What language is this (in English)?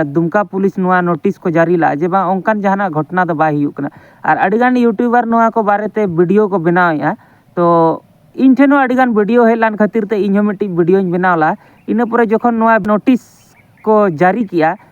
Santali